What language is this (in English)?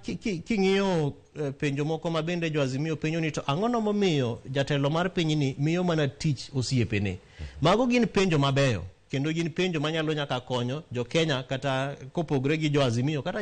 Luo (Kenya and Tanzania)